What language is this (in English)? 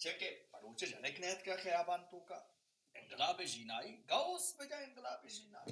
Baluchi